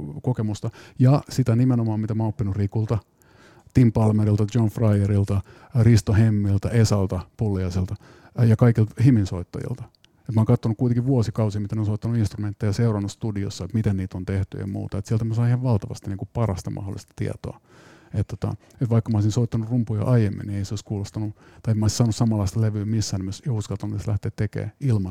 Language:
Finnish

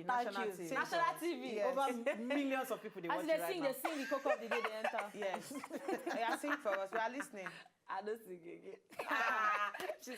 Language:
Nigerian Pidgin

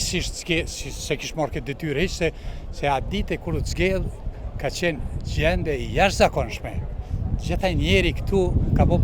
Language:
Albanian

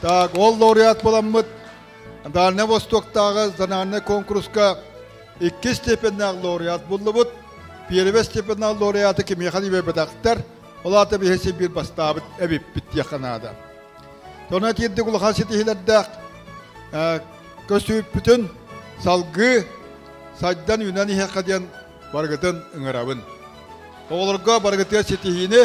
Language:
Yakut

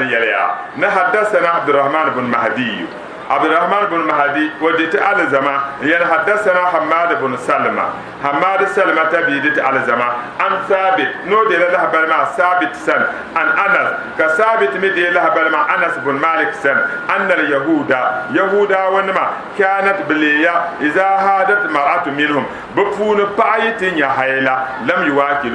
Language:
Dagbani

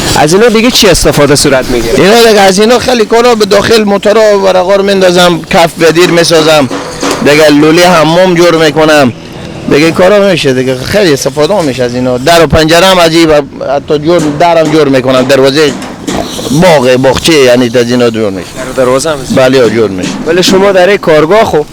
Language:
Persian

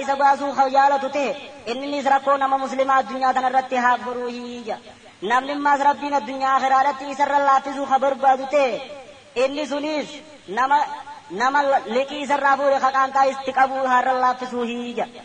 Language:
Oromo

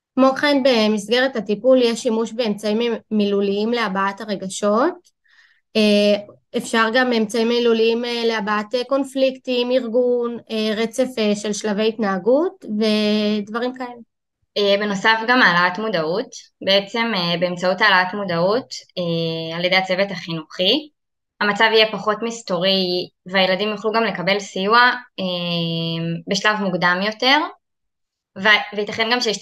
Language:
Hebrew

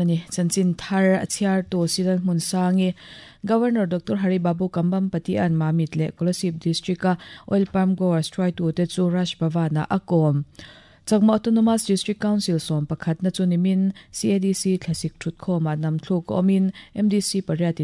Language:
Mizo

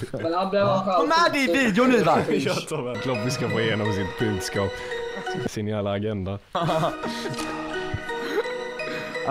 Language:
Swedish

